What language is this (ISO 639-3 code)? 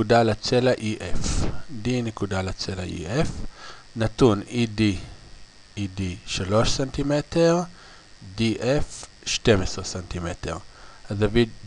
heb